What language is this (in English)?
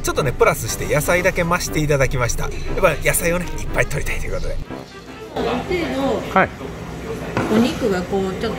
Japanese